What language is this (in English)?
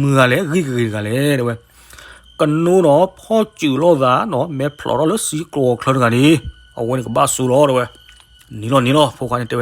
S'gaw Karen